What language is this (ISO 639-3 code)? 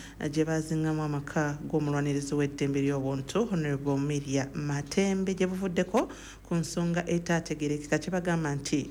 lug